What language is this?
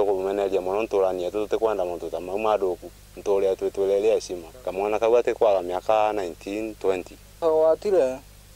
Meru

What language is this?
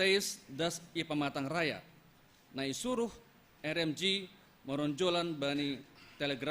Batak Simalungun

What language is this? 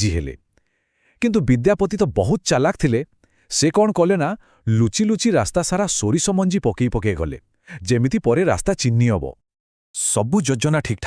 Odia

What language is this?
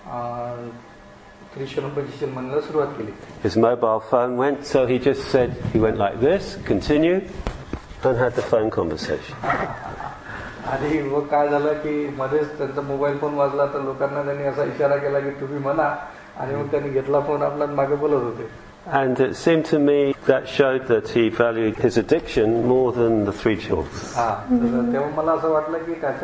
Marathi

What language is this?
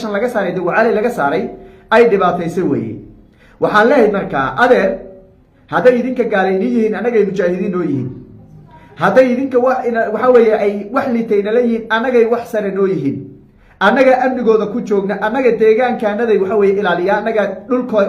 Somali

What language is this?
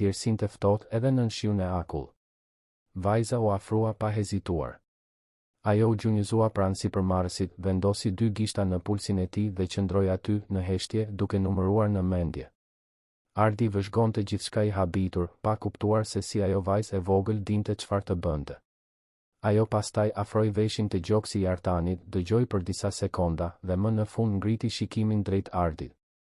Albanian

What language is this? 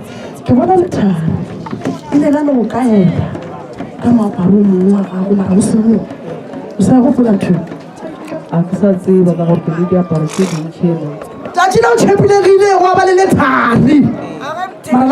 Northern Sotho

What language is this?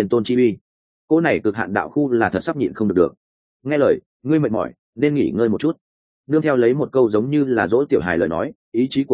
Vietnamese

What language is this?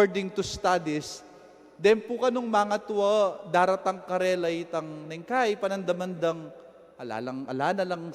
Pampanga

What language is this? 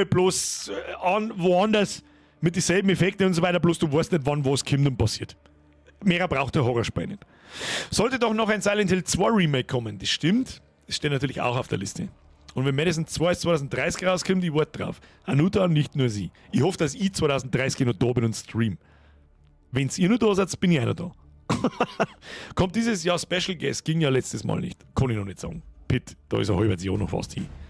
Bavarian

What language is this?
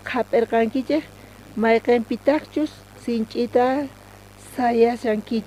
South Bolivian Quechua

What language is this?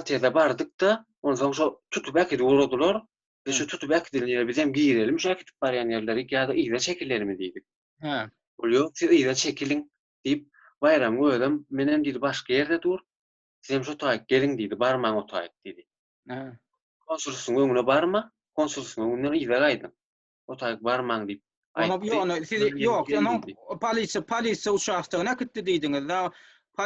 Turkmen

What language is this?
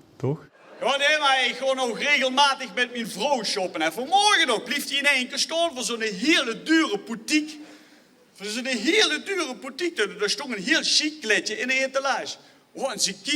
Limburgish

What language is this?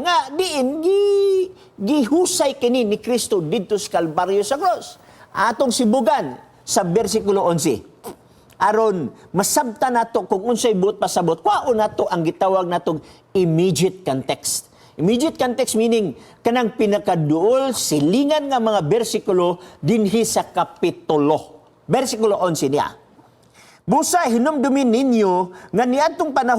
Cebuano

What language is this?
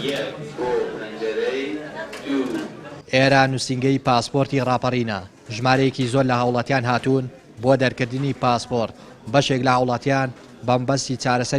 Central Kurdish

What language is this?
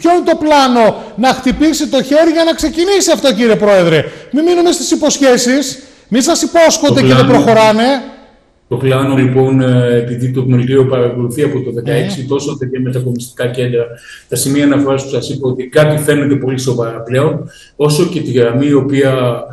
Greek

